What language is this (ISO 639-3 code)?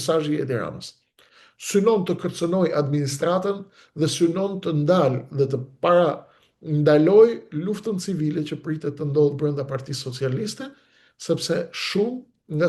sqi